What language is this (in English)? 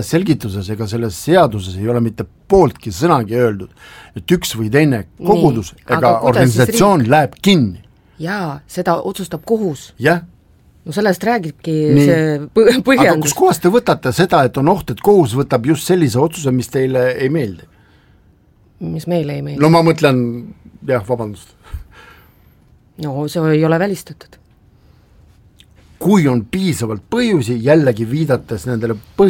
Estonian